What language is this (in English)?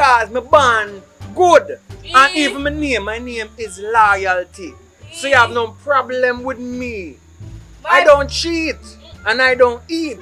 Jamaican Creole English